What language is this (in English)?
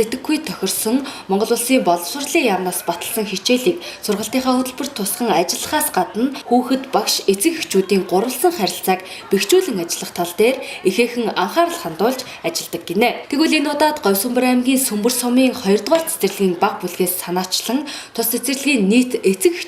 Mongolian